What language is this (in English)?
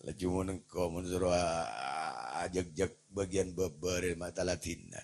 Madurese